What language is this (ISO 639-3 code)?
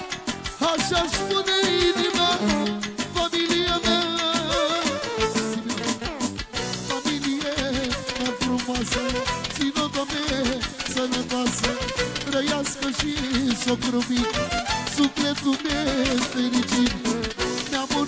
ron